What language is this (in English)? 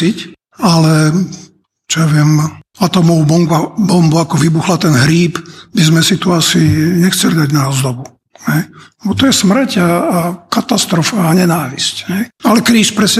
Slovak